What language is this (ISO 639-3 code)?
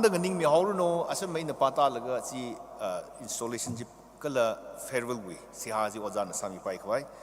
nmf